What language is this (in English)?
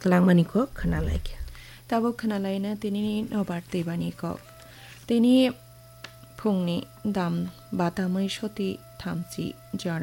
Kok Borok